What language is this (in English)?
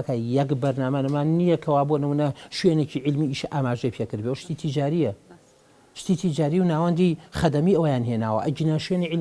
Central Kurdish